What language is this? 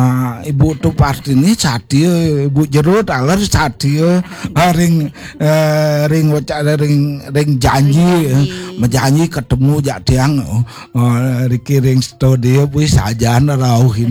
Balinese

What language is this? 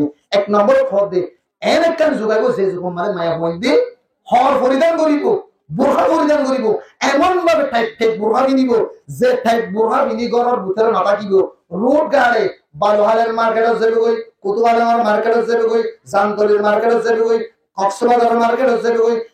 Rohingya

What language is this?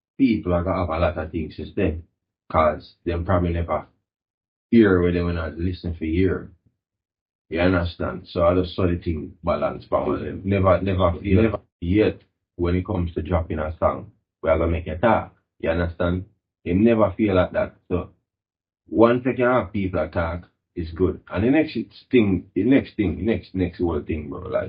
Jamaican Creole English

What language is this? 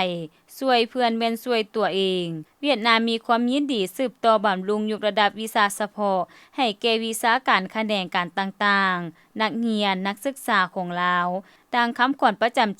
Lao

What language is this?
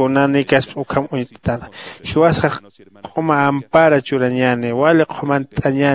Aymara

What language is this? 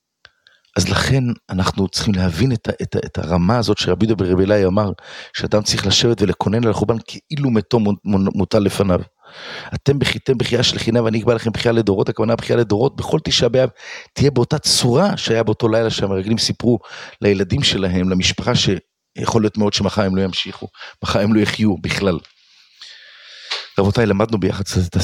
Hebrew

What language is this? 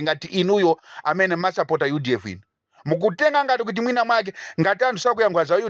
Nyanja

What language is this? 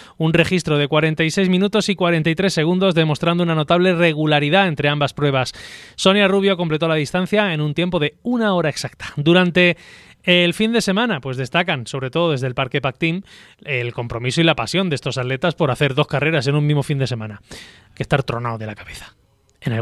Spanish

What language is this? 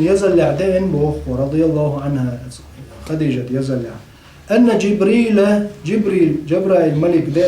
Chechen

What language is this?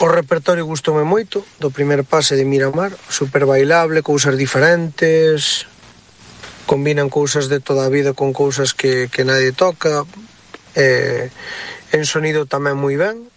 Galician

